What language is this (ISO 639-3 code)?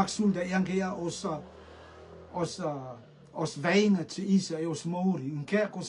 rtm